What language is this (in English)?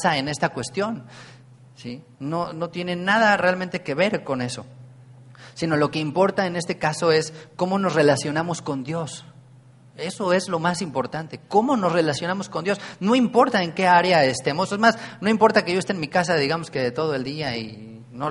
Spanish